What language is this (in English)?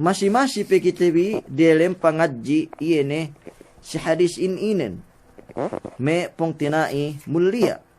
Yakan